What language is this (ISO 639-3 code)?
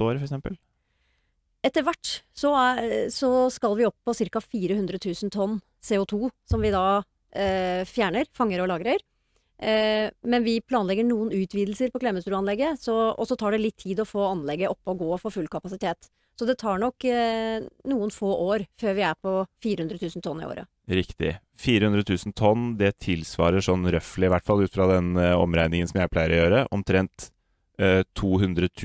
nor